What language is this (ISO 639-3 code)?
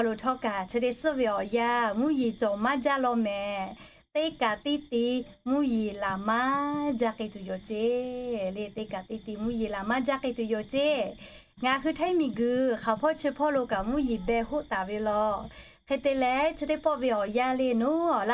lhu